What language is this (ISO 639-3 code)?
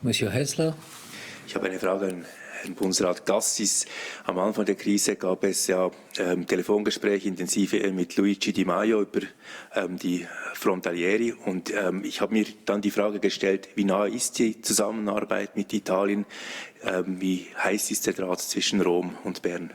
gsw